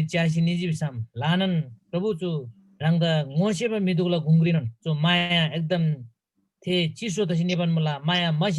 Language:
Eastern Tamang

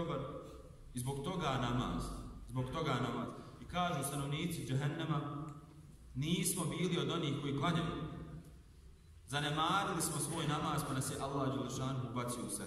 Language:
Bosnian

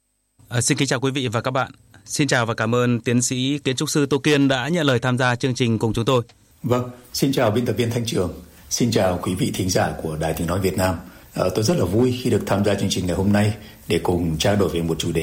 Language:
Vietnamese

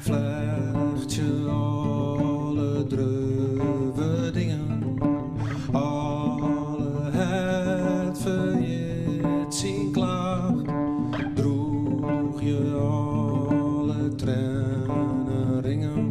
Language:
Western Frisian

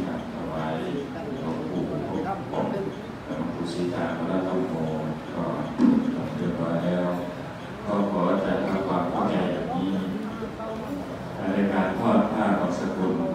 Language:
Thai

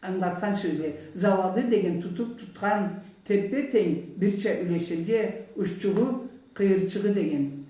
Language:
Karachay-Balkar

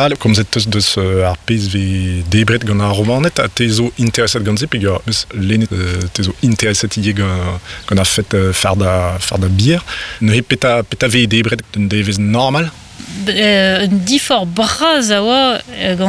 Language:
Breton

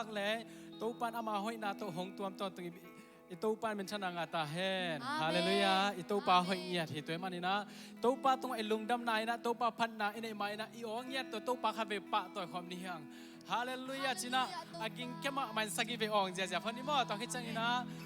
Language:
Tedim Chin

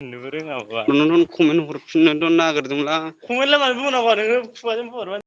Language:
Bodo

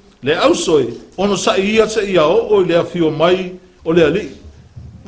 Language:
Samoan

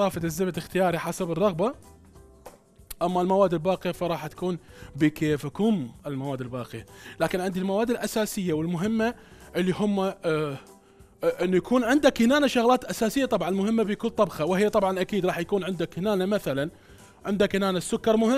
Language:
Mesopotamian Arabic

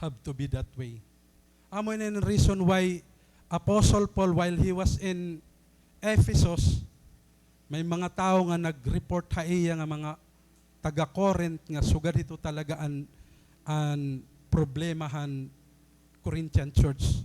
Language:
Waray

